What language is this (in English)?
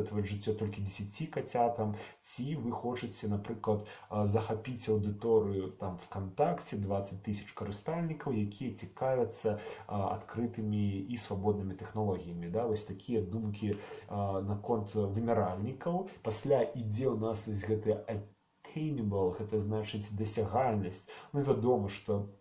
Belarusian